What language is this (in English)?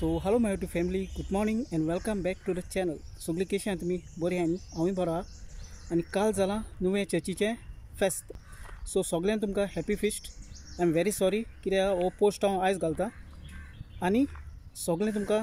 Konkani